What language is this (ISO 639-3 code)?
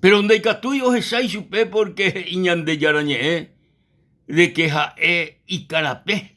grn